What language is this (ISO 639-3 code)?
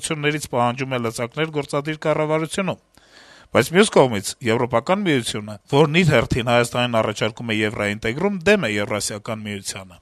hye